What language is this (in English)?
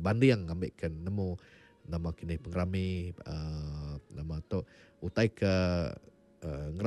Iban